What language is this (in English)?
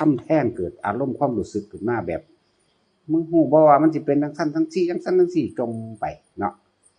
Northeastern Thai